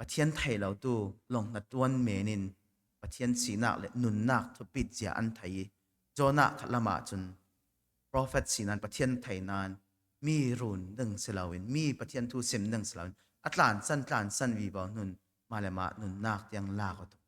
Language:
Falam Chin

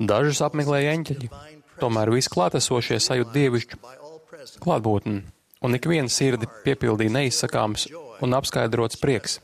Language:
Latvian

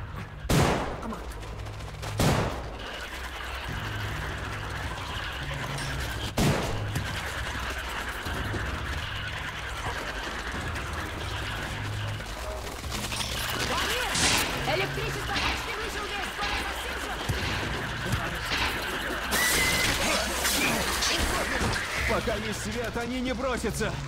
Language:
Russian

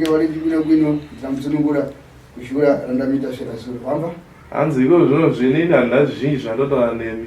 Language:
Shona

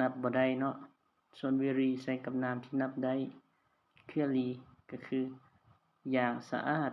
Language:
Lao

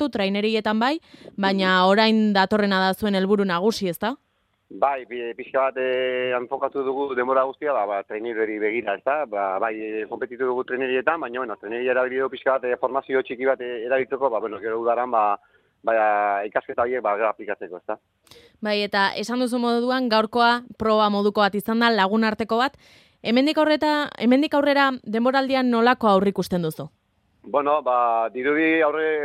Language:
Basque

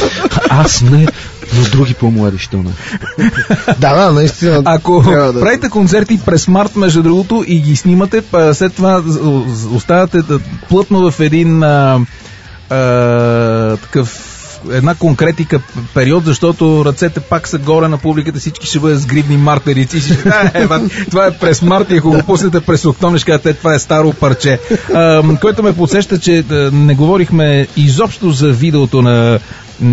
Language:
Bulgarian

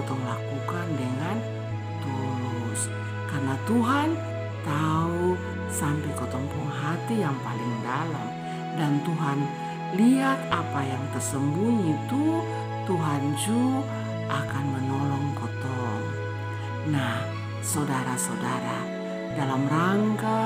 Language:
Kupang Malay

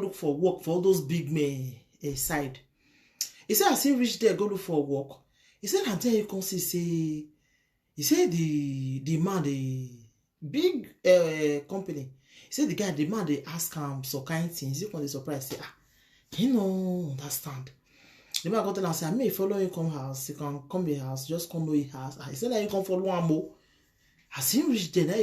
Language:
Nigerian Pidgin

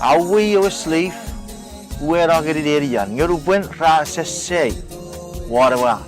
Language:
Chuukese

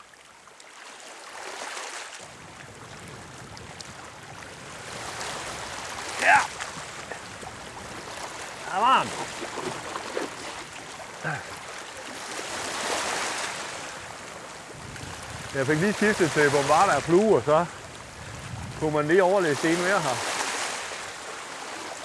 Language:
Danish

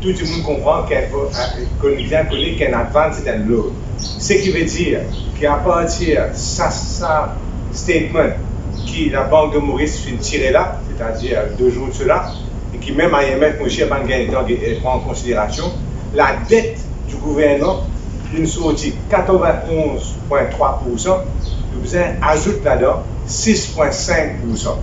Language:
Morisyen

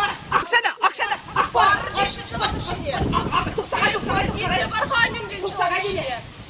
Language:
Chuvash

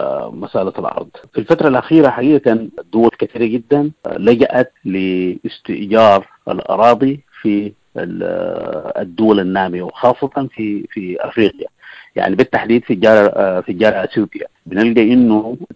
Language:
Sudanese Arabic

